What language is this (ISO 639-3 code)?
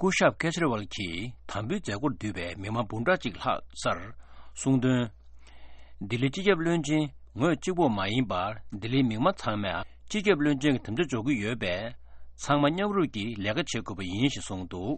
bod